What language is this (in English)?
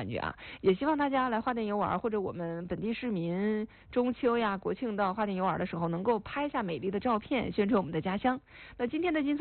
Chinese